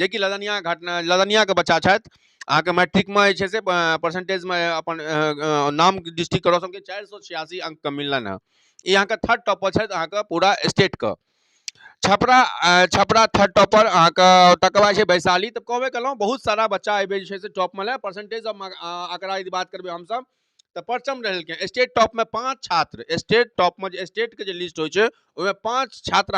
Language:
Maithili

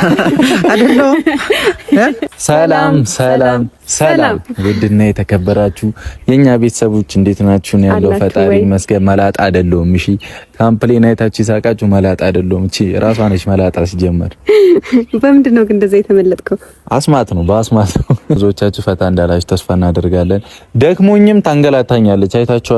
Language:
Amharic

